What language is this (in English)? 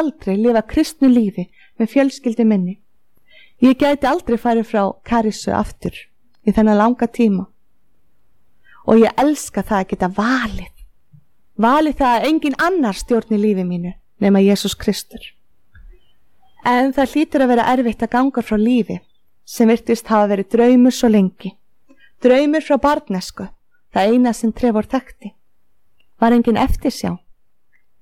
Icelandic